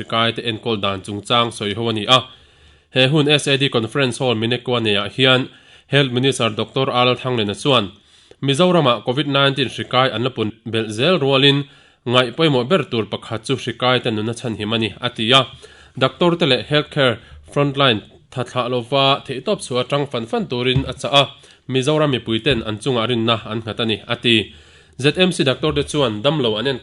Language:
Mizo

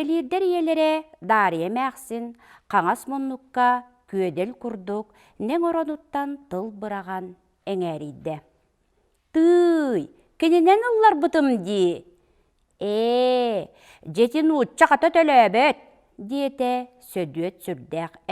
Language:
Yakut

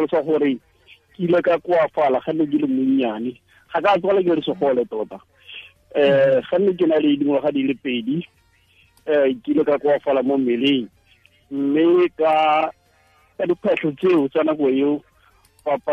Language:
Tswana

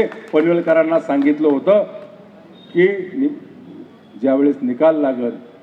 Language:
Marathi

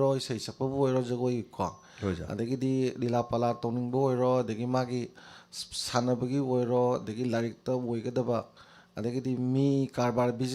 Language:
Manipuri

